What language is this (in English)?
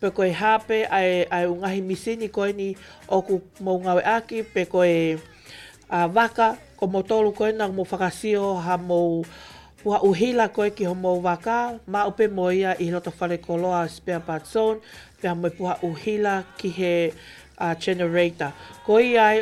Tongan